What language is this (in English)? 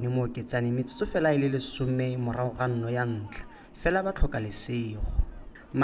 Tswana